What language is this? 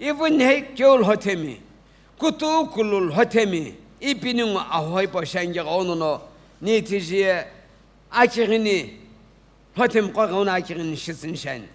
Sumi Naga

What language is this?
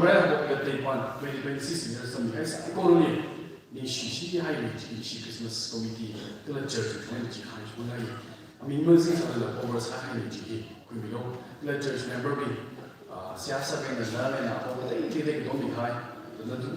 Tangkhul Naga (India)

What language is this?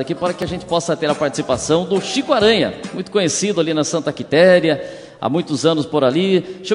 Portuguese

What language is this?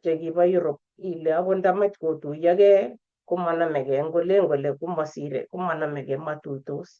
Kalenjin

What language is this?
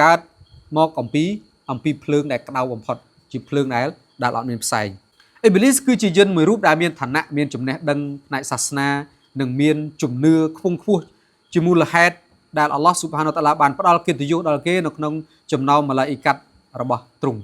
Khmer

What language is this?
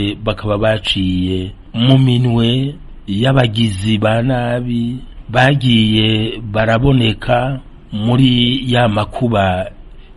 Rundi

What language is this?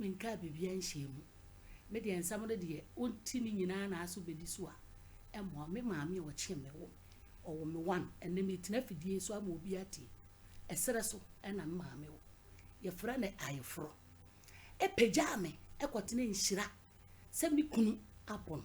Akan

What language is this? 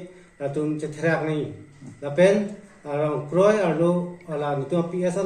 Karbi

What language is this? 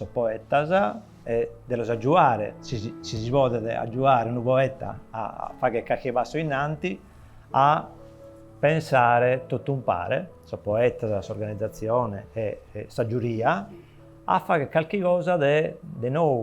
Sardinian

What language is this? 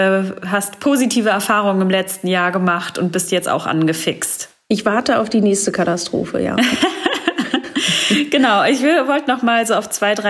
German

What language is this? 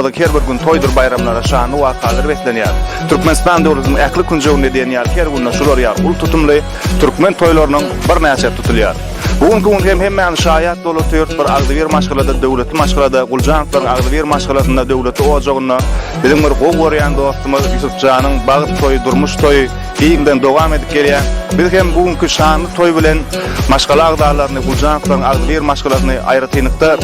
Turkmen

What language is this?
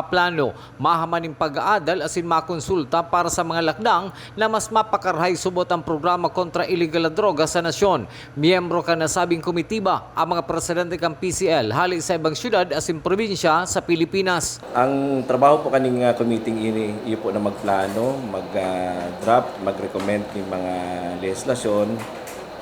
Bikol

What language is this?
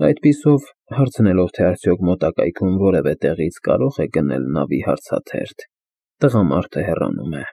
Armenian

